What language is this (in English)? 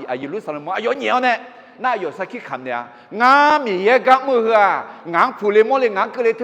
Akha